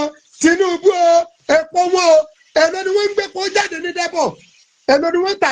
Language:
Yoruba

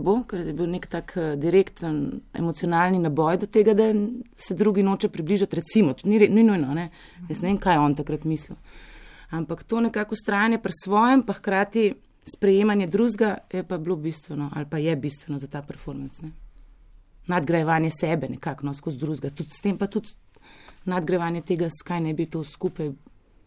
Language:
Slovenian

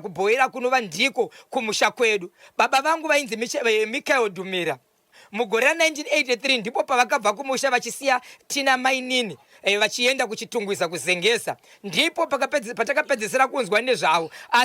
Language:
Shona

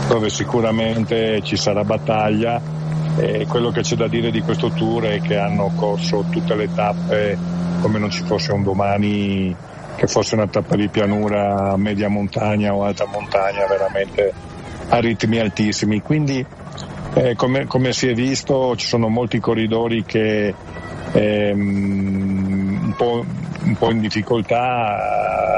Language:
Italian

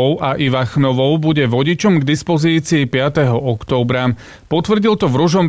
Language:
Slovak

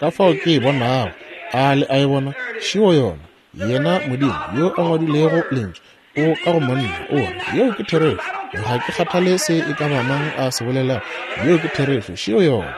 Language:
Northern Sotho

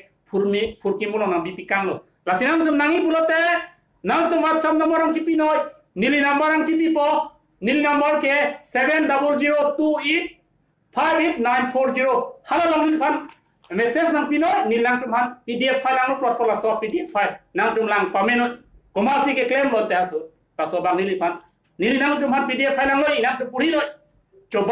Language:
Karbi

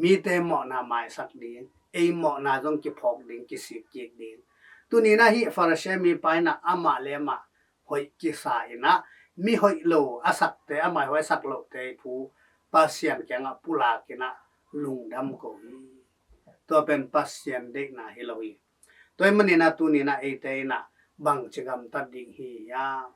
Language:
Tedim Chin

